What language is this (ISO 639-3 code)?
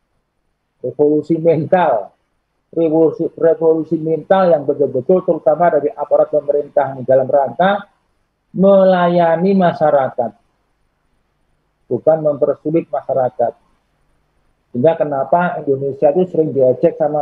ind